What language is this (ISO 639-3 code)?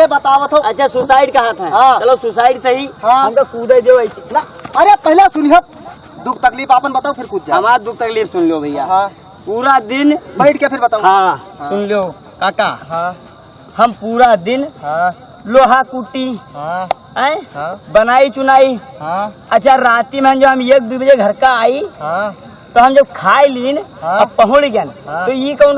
awa